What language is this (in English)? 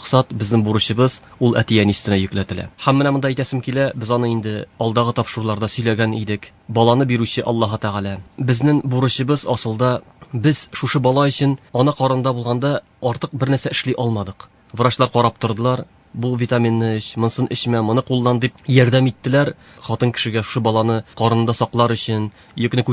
Tatar